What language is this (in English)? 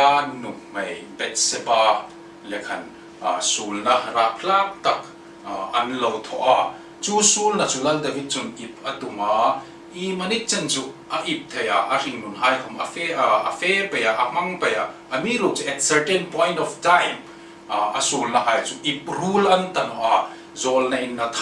Hmar